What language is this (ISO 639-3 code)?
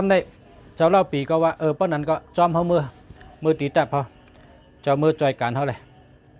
shn